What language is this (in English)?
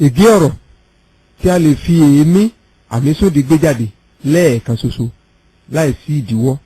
Yoruba